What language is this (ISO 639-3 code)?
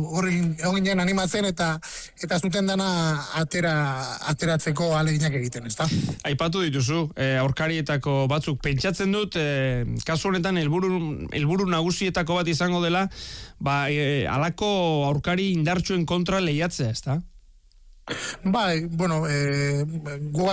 eus